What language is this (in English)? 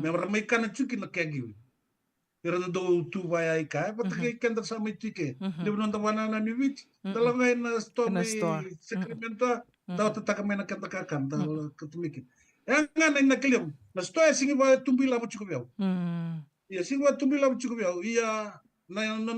Fijian